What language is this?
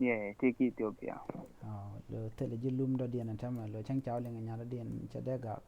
Nuer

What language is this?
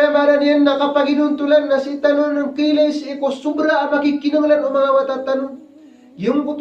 Maranao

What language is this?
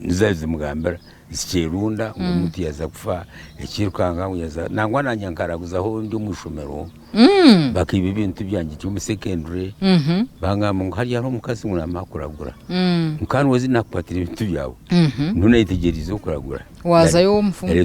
Nyankole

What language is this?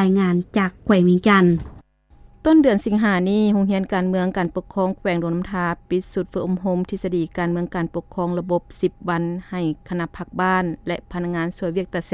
Lao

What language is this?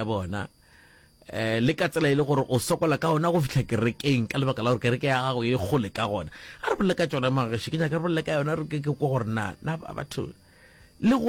Northern Sotho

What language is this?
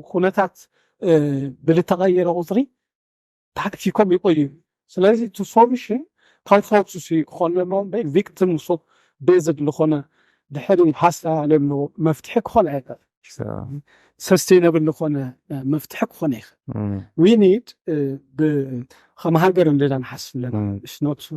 Tigrinya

